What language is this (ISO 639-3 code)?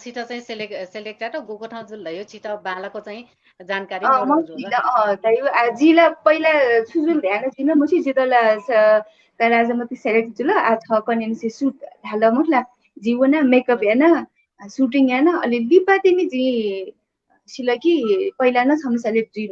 new